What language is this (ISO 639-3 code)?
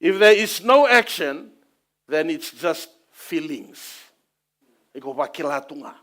fij